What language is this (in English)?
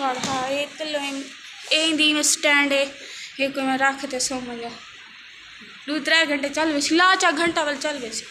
Saraiki